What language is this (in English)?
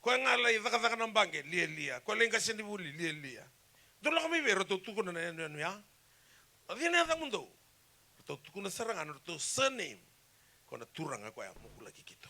Fijian